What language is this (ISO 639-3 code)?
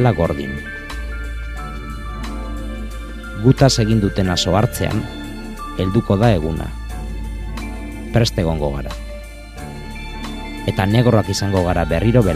eus